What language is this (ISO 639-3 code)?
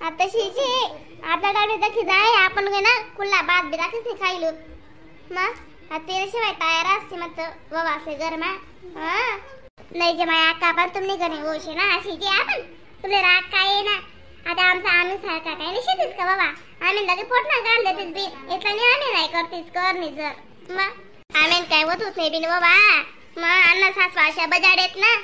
khn